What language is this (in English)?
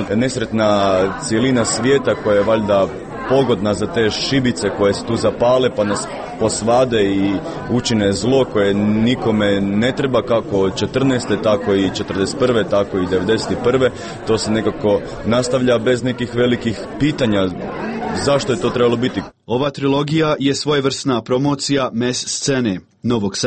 Croatian